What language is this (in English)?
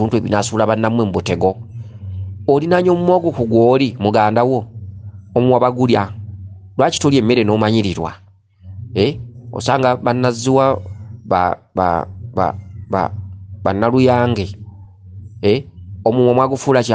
Ganda